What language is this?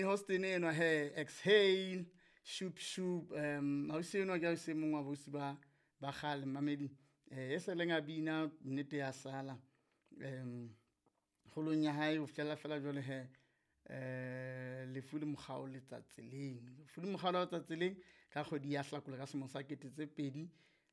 Southern Sotho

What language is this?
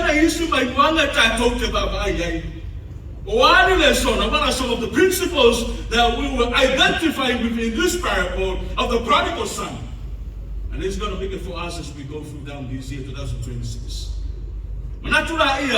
Samoan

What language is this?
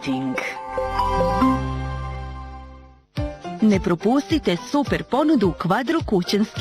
Bosnian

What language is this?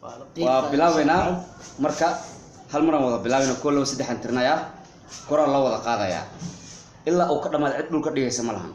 Somali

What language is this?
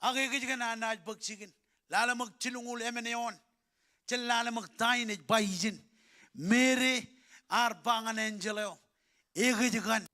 Marshallese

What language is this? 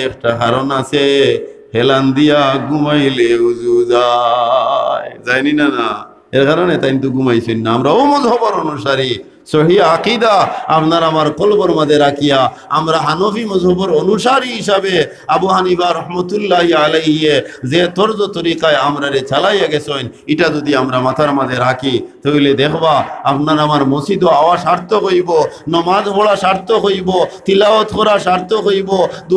Sylheti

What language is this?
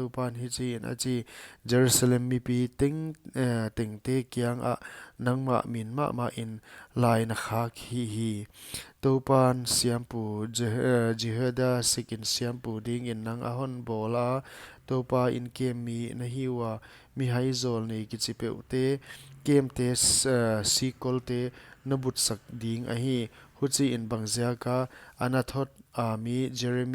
Paite Chin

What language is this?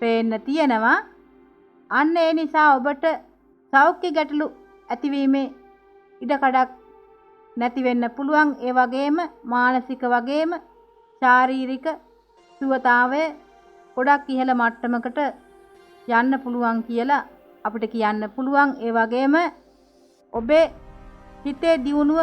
Sinhala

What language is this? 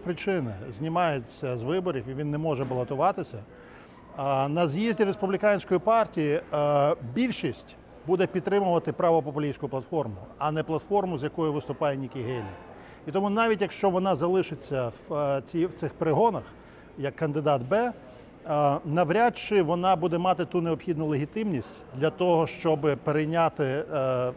Ukrainian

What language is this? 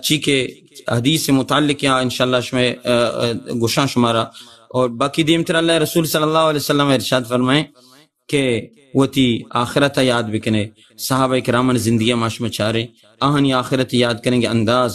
Baluchi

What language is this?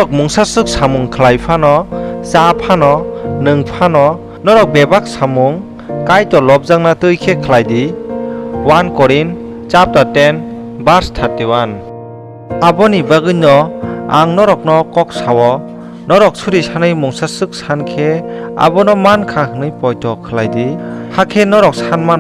Kok Borok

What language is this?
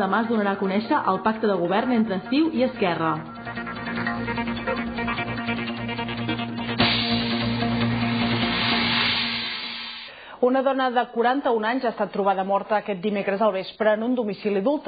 Catalan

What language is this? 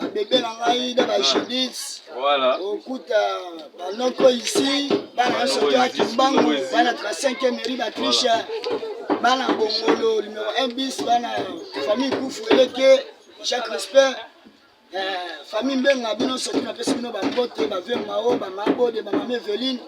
Lingala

